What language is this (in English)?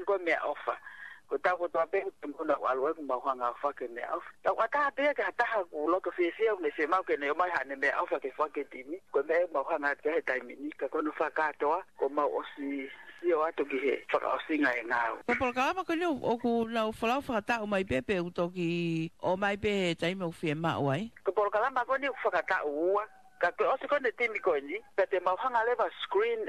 Tongan